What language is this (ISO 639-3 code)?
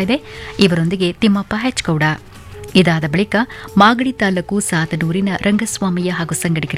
kan